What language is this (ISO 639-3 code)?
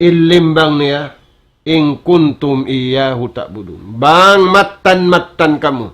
tsg